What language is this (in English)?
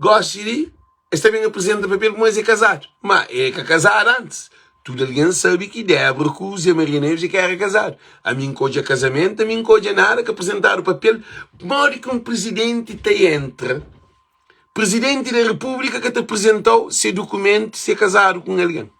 Kabuverdianu